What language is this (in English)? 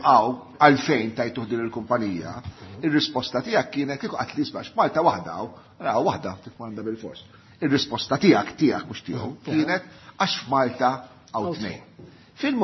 Maltese